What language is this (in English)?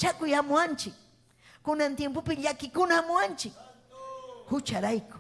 Ayacucho Quechua